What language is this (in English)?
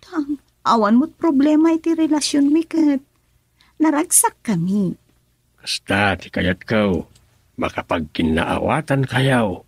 Iloko